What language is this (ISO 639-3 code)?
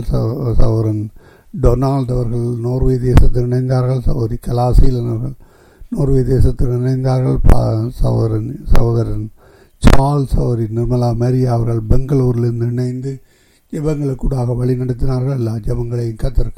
tam